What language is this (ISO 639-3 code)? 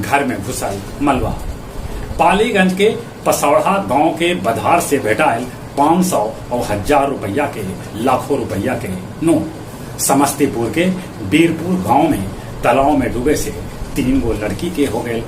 mag